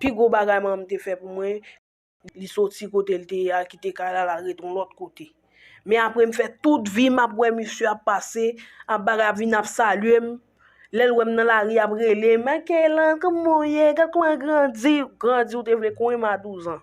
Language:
Haitian Creole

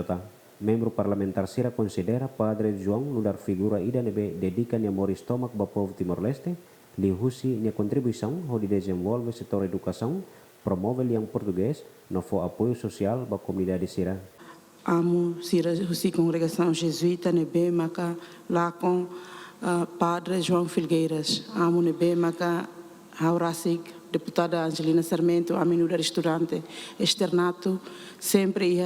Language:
Tetum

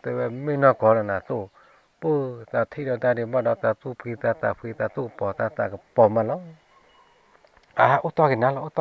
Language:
S'gaw Karen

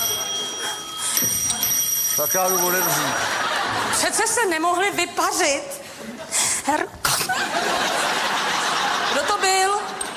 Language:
Czech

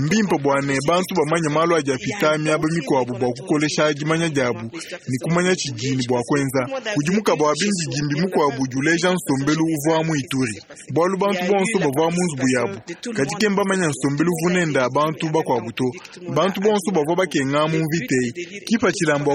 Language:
Luba-Lulua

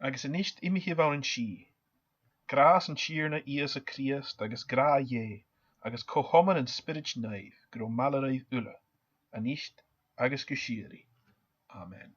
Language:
Scottish Gaelic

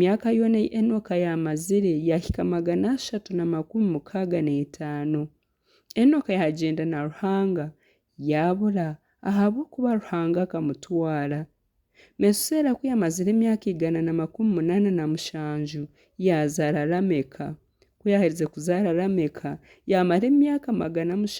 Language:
Nyankole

